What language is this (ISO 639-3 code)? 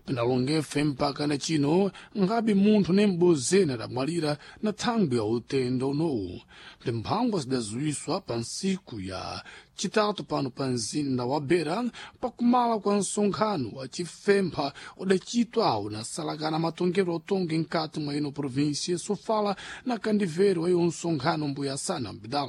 seh